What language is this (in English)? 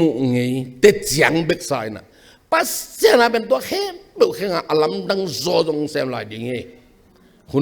Tedim Chin